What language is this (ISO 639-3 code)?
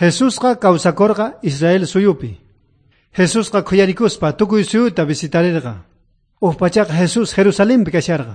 quh